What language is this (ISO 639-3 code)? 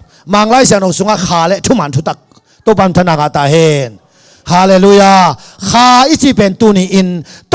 ctd